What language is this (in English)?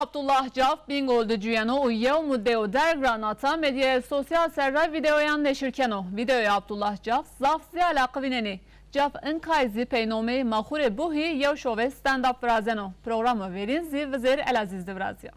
Zaza